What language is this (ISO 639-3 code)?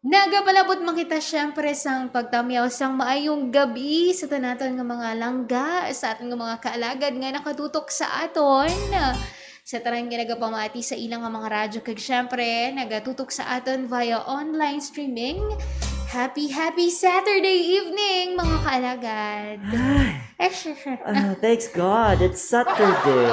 hil